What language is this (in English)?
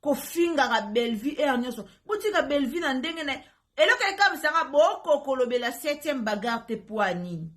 Lingala